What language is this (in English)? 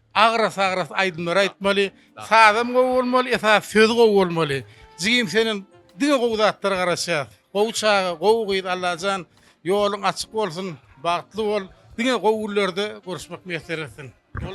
Turkmen